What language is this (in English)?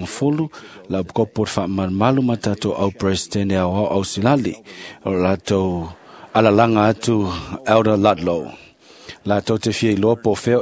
Samoan